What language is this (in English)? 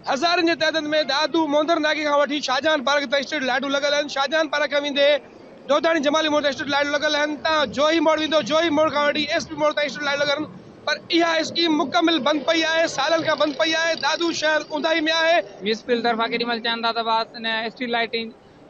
Sindhi